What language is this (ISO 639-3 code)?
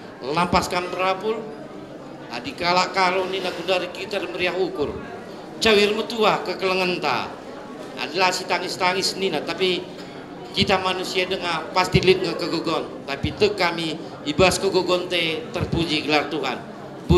btx